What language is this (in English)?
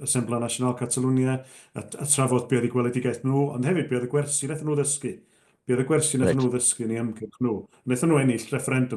Welsh